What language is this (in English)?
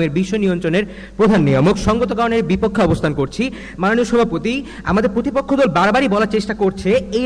Bangla